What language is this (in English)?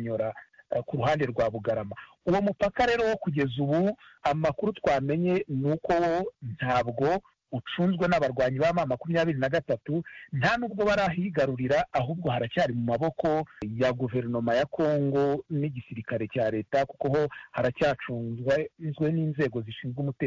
Kinyarwanda